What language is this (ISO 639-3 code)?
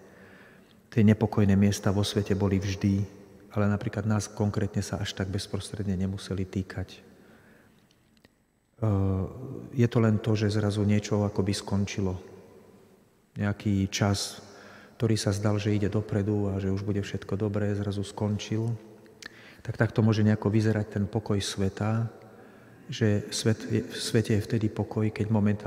slk